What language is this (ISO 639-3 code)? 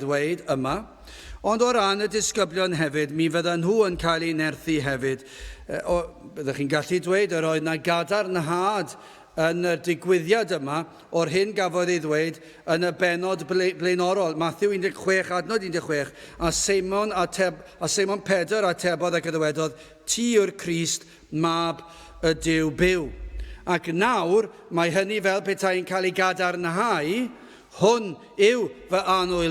cym